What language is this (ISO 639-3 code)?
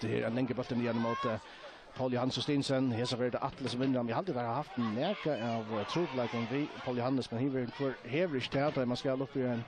fao